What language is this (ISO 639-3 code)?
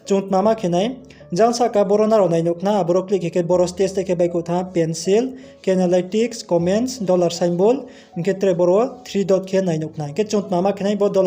ria